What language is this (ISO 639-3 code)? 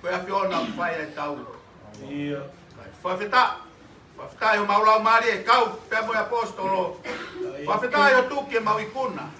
ton